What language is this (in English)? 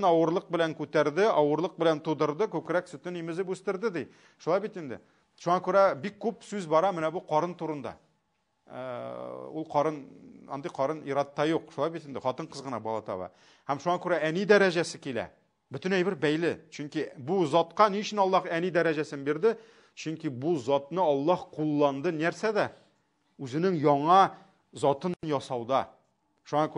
Tatar